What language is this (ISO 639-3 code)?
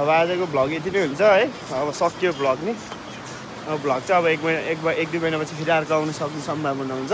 nep